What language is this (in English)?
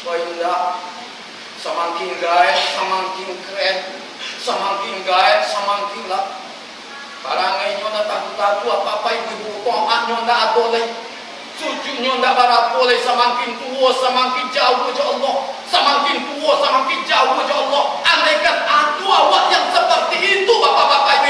Minangkabau